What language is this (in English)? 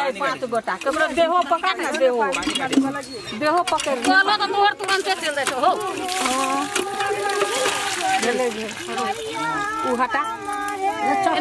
Bhojpuri